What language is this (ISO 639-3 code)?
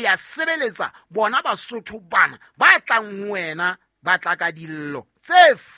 sot